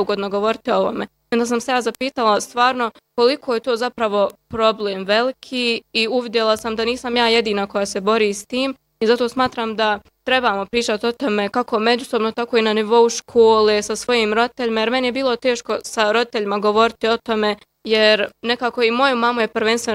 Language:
Bosnian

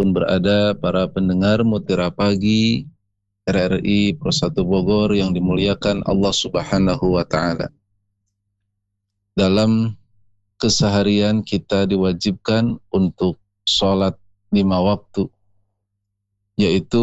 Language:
Indonesian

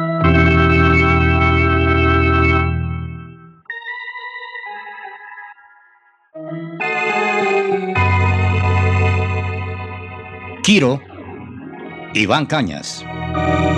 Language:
Spanish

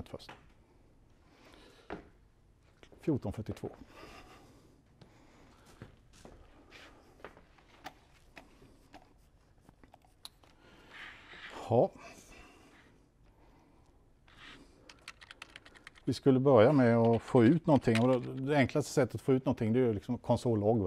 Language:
Swedish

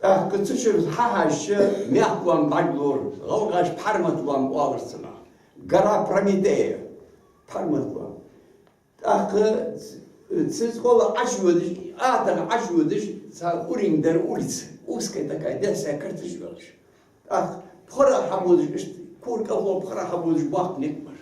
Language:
Ingush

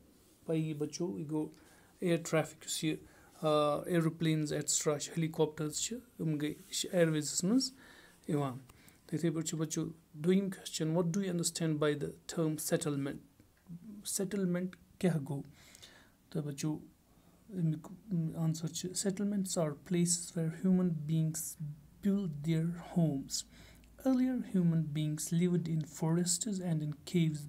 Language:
Kashmiri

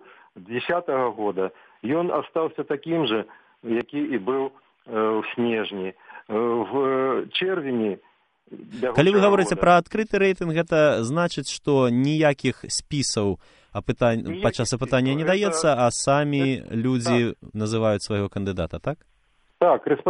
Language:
Belarusian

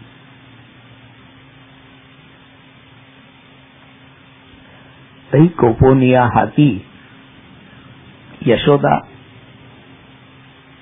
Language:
Marathi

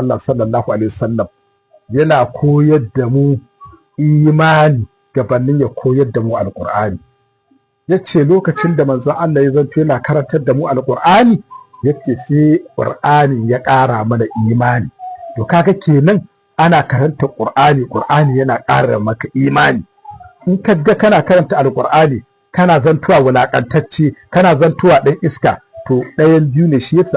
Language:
Hausa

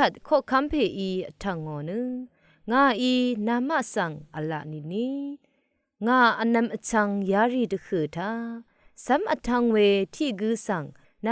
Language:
Rawang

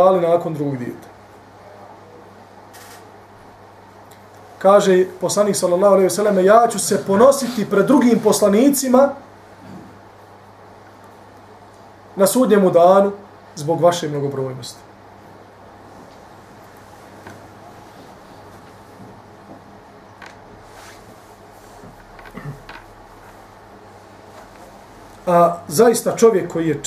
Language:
Bosnian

